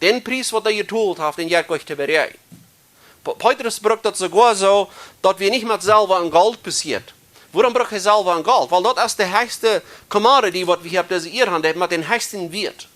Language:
Plautdietsch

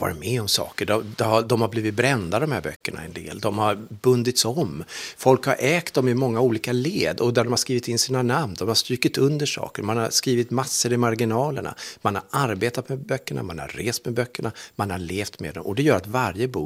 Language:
Swedish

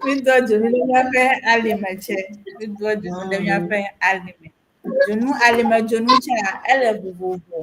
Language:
Ewe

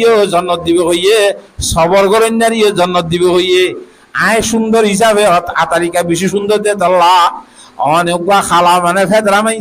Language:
Rohingya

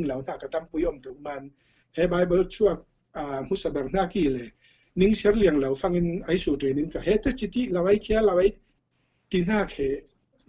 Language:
Falam Chin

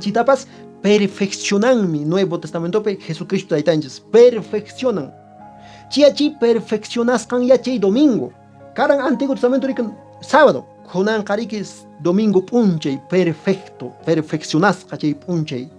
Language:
Quechua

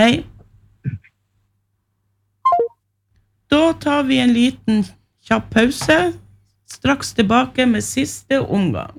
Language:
Norwegian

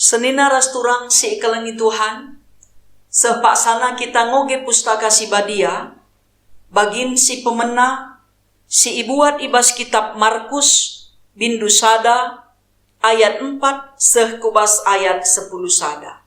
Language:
Batak Karo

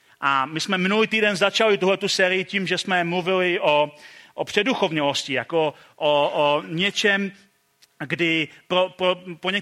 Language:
Czech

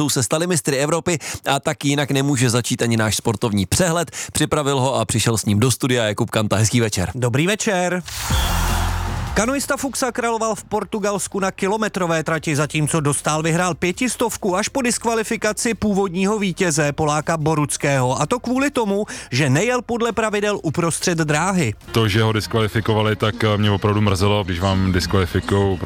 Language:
Czech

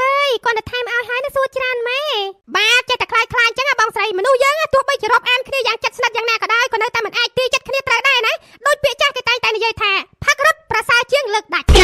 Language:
Khmer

